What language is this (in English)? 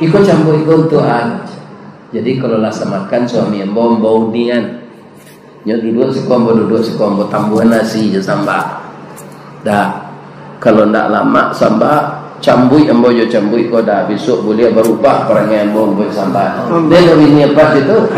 Minangkabau